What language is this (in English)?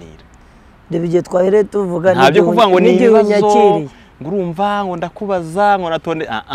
Kinyarwanda